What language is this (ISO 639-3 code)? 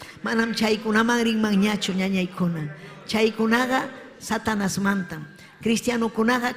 quy